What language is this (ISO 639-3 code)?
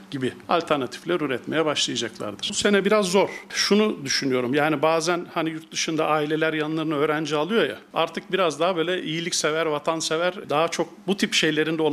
tur